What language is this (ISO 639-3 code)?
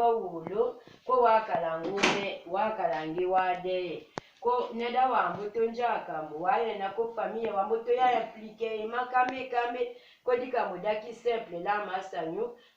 tll